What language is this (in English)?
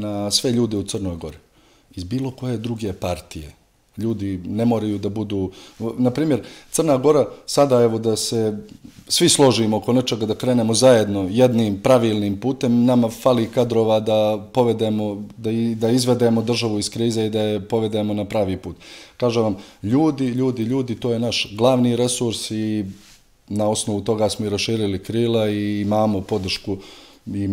Serbian